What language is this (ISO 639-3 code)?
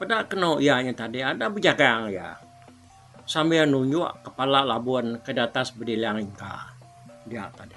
iba